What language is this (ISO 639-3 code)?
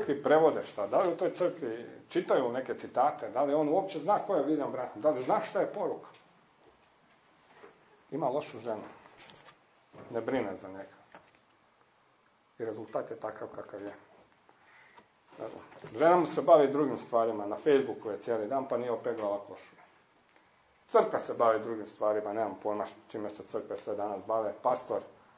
hrv